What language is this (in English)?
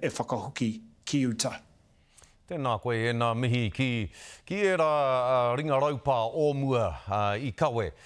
Māori